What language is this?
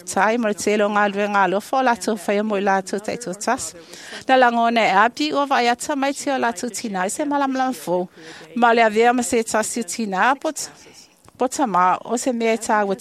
Samoan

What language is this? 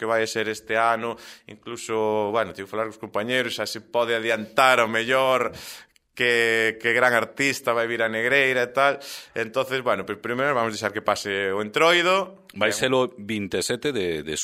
Galician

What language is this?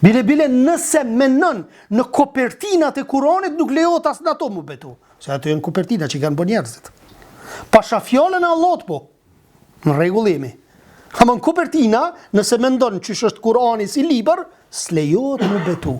Albanian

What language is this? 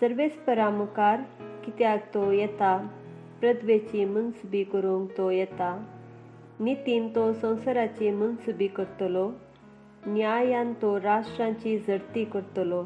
Konkani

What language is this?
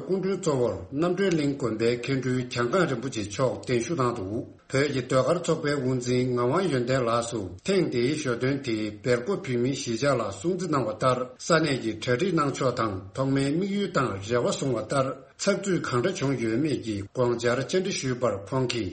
Tibetan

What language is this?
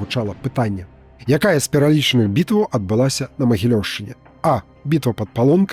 Belarusian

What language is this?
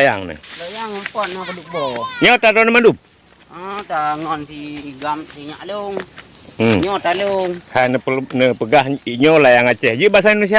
Achinese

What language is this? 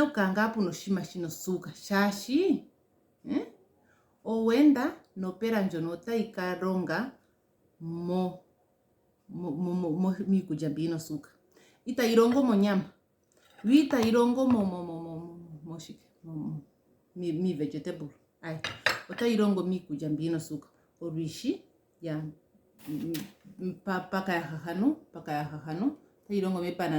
Ndonga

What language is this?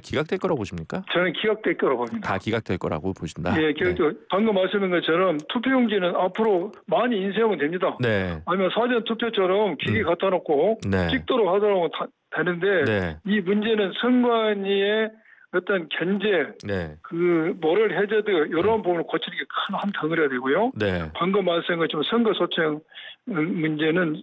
Korean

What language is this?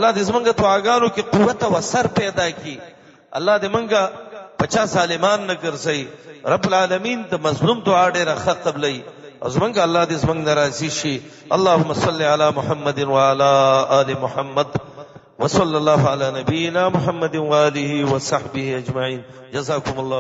Pashto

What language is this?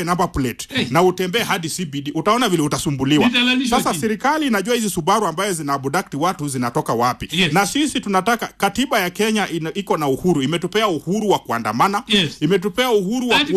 Swahili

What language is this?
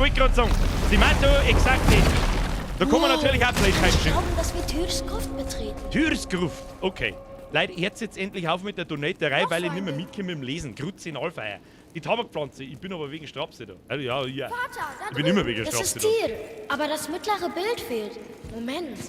Bavarian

